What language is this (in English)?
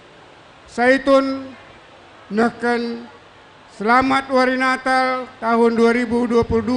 Batak Karo